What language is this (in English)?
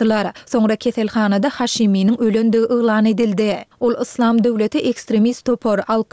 Turkmen